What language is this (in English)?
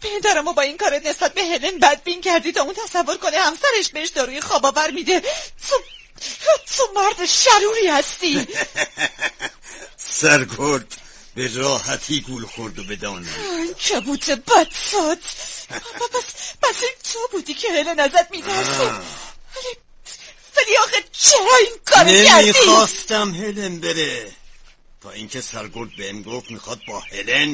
Persian